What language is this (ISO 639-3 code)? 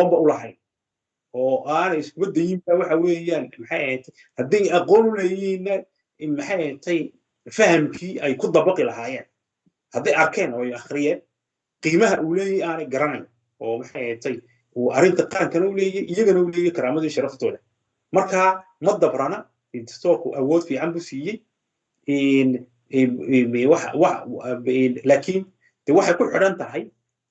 som